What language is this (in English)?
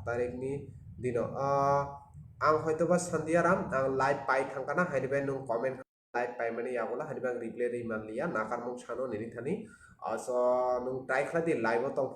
Kok Borok